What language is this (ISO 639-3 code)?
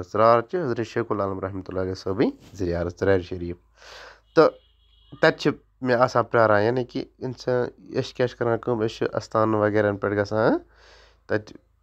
kas